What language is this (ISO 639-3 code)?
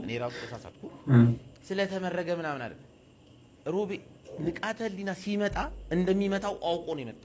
amh